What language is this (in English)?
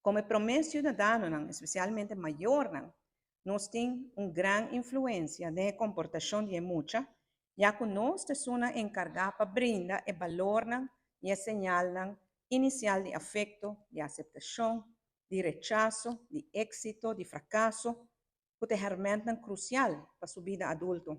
Papiamento